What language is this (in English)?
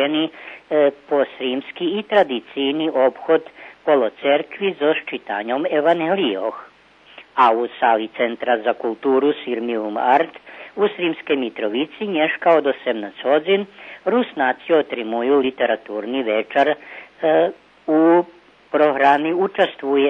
Rusyn